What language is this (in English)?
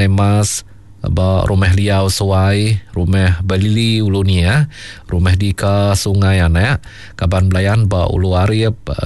Iban